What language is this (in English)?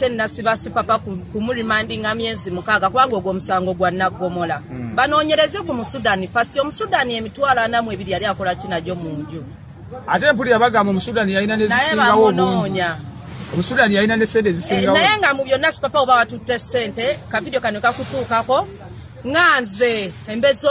Ganda